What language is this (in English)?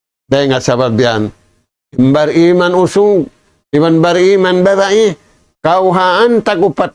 Tausug